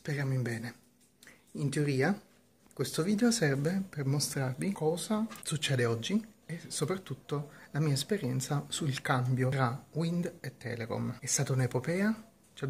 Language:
Italian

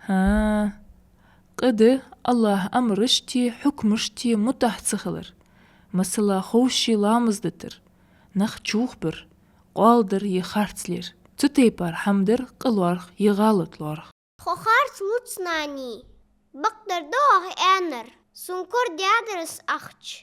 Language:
Ingush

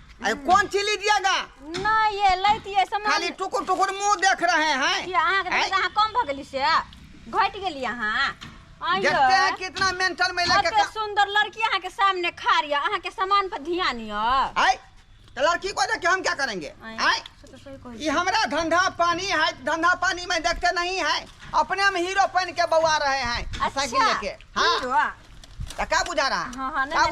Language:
Maithili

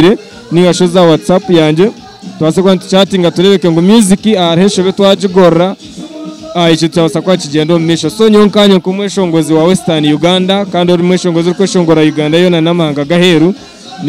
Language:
Nyankole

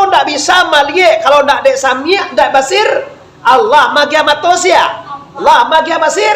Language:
Minangkabau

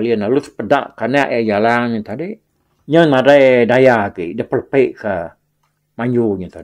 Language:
Iban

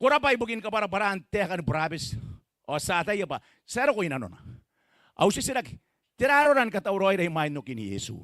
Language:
Gilbertese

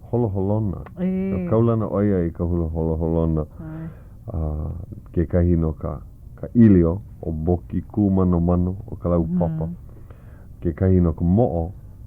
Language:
Hawaiian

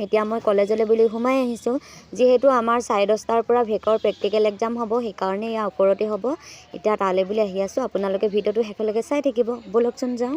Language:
Assamese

